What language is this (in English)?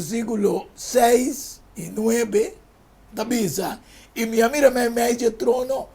Papiamento